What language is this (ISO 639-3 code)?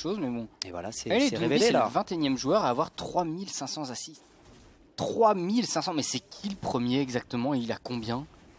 fra